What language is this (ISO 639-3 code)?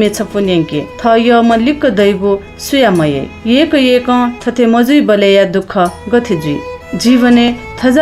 new